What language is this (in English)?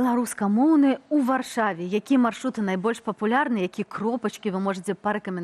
Belarusian